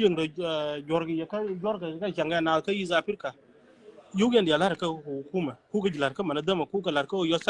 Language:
Nuer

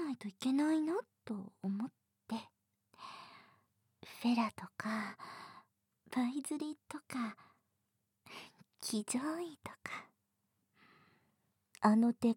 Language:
Japanese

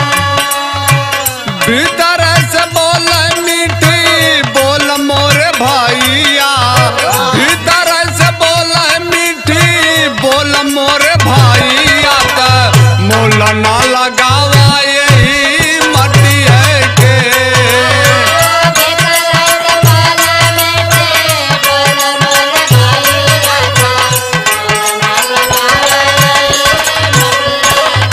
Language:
Bhojpuri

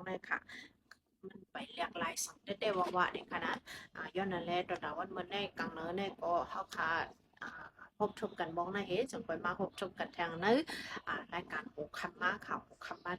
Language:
Shan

